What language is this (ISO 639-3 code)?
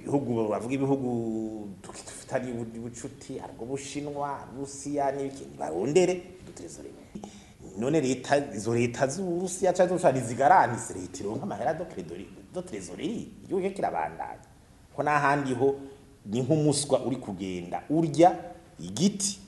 run